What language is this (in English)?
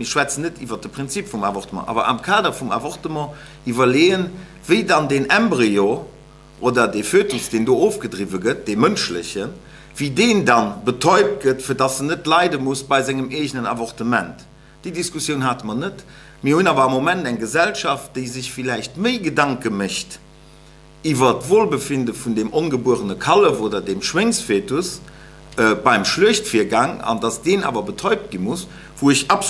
Luxembourgish